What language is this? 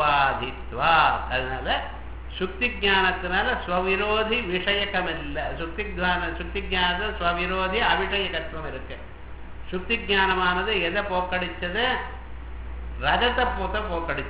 Tamil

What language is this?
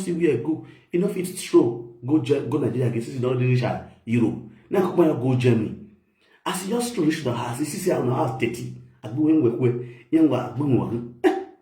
Nigerian Pidgin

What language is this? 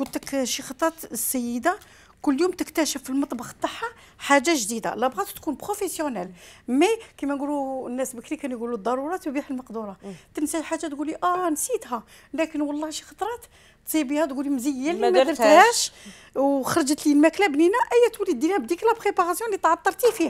Algerian Arabic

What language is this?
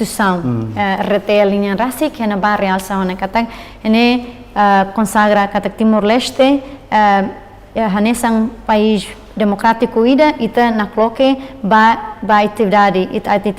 Tetum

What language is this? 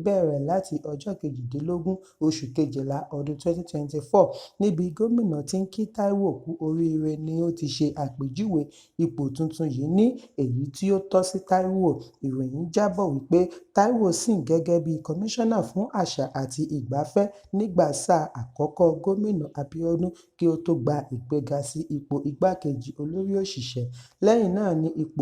Yoruba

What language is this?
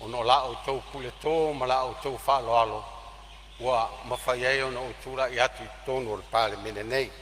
Samoan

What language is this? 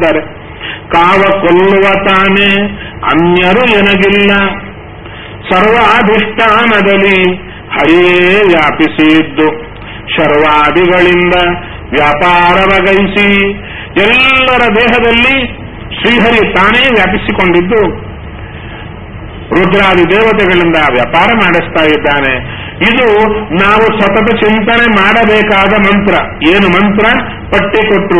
Kannada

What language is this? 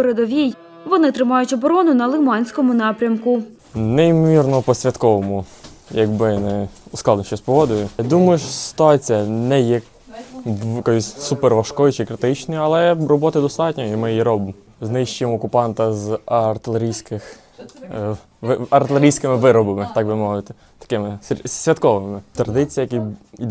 Ukrainian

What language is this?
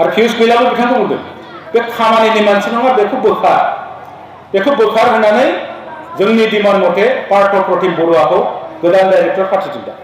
Bodo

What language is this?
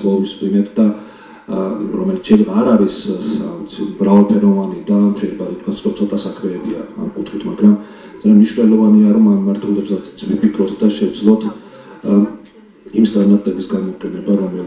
Georgian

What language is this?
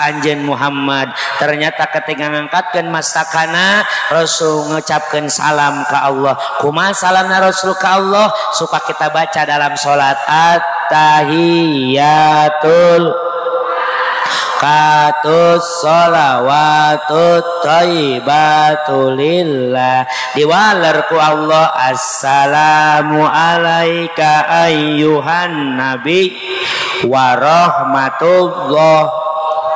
Indonesian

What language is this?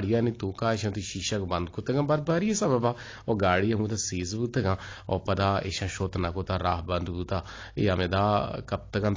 Eastern Balochi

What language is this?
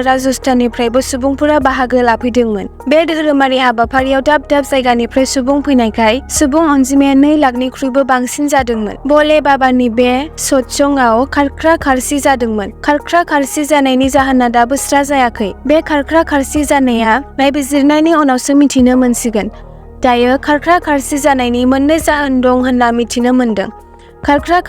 Bodo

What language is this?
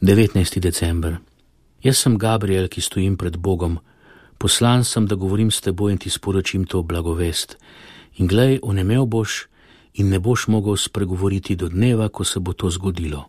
Slovenian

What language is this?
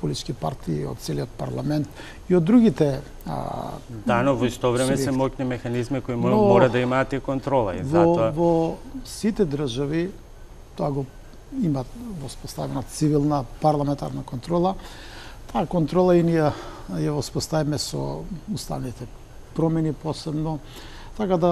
Macedonian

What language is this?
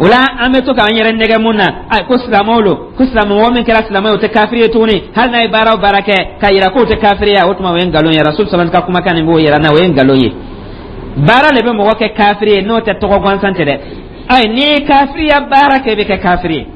Dyula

